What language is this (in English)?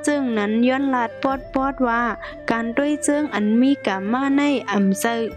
Shan